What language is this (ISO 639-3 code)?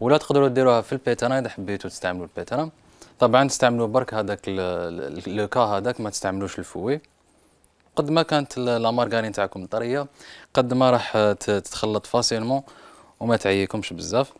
arq